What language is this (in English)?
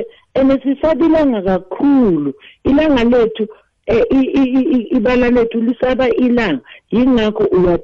South Ndebele